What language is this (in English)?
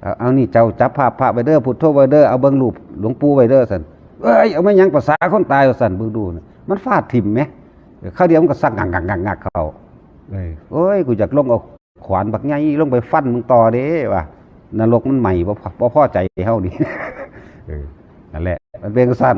Northeastern Thai